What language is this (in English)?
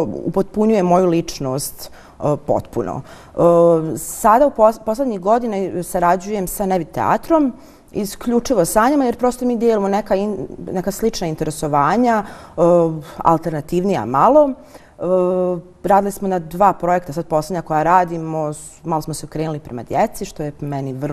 Bosnian